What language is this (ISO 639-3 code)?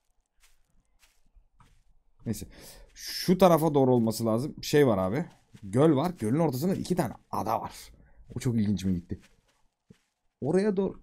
tur